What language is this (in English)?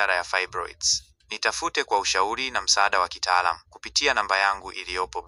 Swahili